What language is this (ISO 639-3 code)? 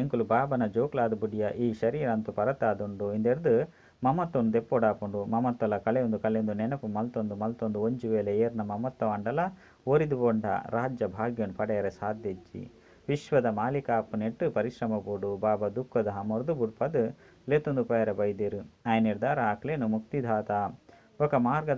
tcy